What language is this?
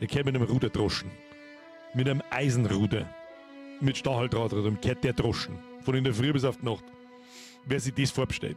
Bavarian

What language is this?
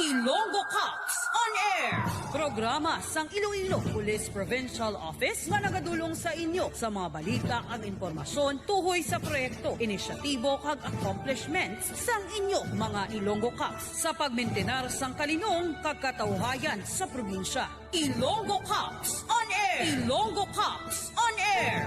Hiligaynon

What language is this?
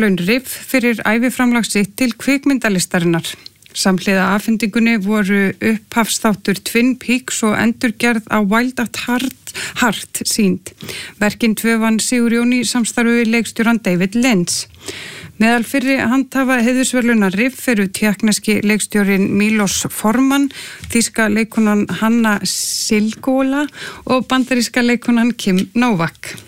Icelandic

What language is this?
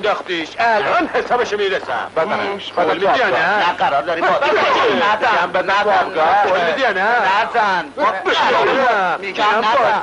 Persian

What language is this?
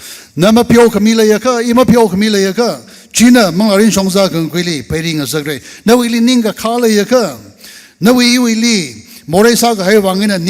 Tangkhul Naga (India)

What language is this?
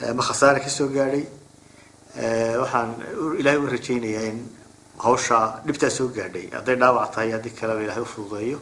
Somali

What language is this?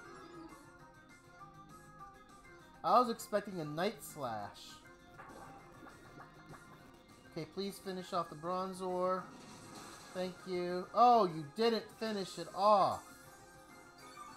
English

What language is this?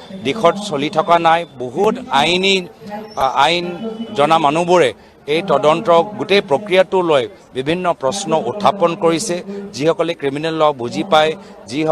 Assamese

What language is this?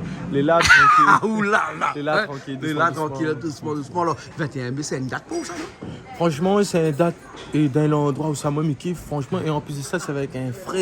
Réunion Creole French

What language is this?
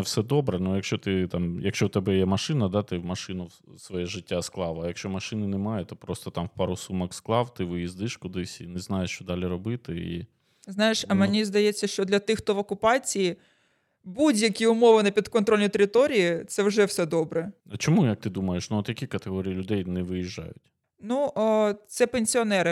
Ukrainian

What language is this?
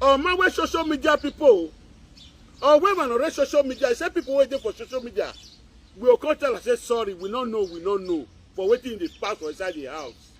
Nigerian Pidgin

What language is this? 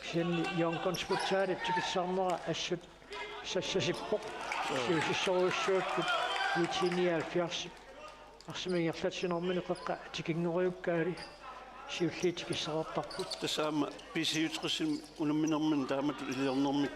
Kalaallisut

